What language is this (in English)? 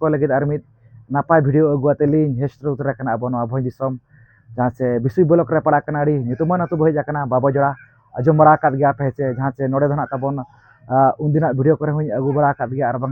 Santali